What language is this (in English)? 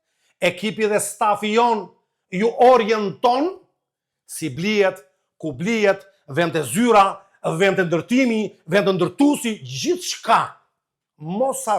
Albanian